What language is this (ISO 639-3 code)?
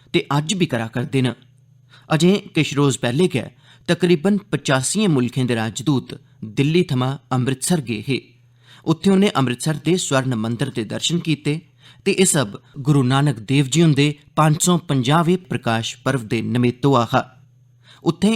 doi